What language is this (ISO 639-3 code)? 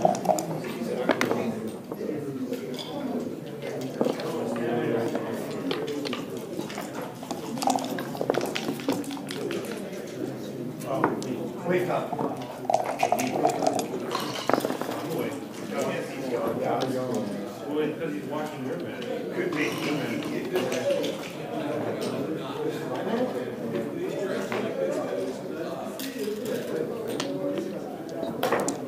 eng